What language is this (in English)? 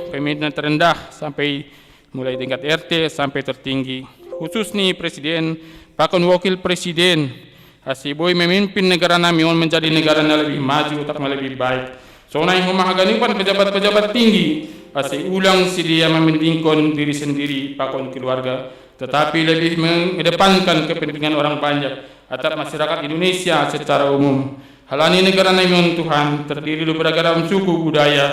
Batak Simalungun